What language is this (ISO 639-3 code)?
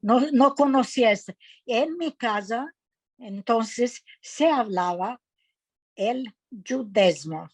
lad